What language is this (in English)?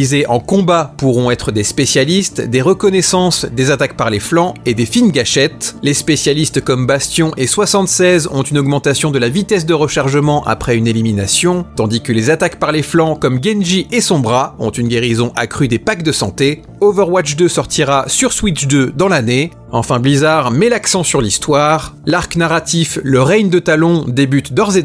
French